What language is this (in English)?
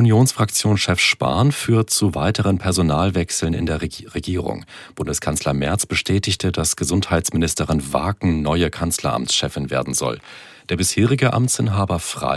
German